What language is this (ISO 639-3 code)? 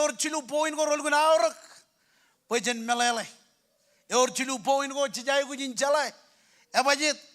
mah